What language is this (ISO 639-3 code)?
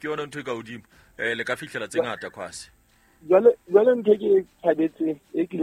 sot